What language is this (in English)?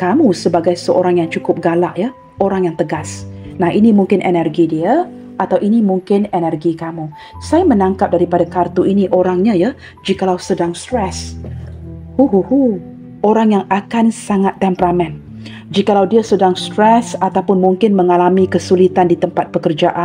Malay